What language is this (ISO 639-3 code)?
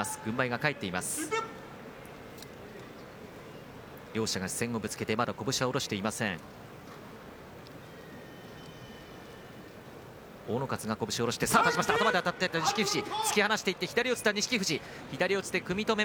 jpn